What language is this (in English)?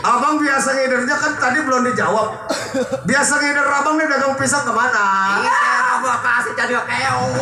Betawi